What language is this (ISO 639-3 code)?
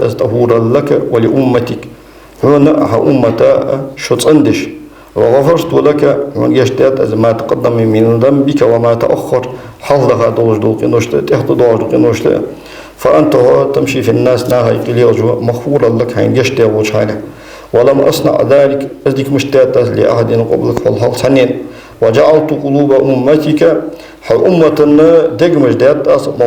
inh